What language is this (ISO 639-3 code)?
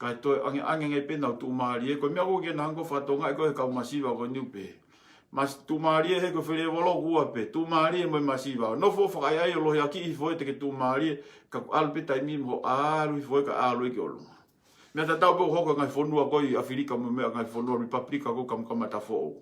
ton